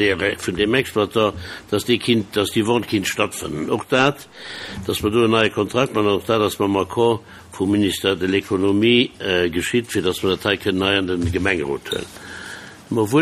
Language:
Luxembourgish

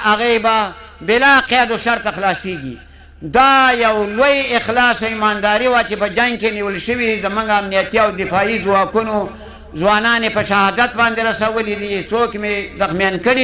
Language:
Pashto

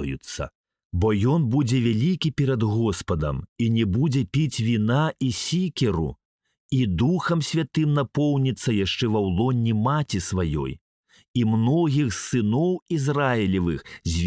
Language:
Belarusian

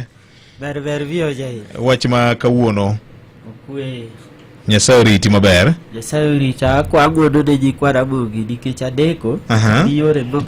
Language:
Luo (Kenya and Tanzania)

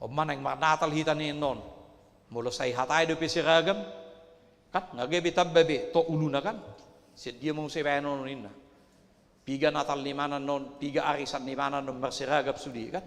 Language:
Batak Toba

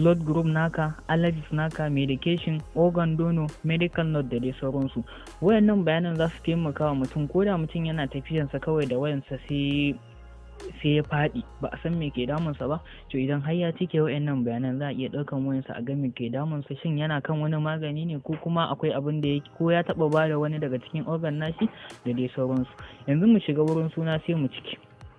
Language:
Hausa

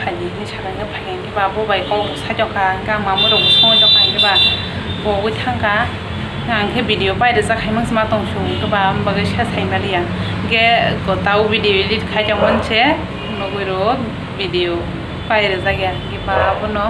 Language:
Kok Borok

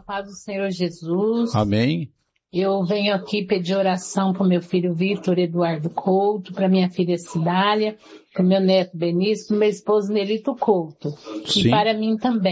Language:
Portuguese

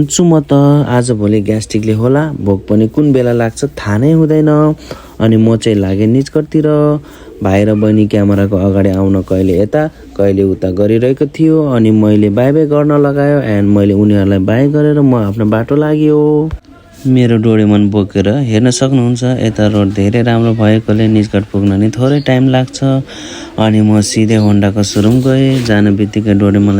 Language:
Nepali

